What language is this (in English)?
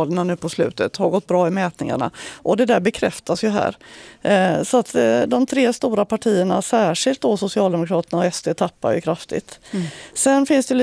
Swedish